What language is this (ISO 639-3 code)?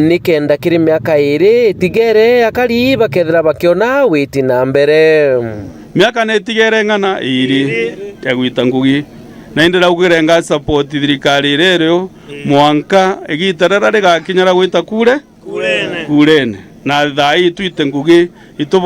mer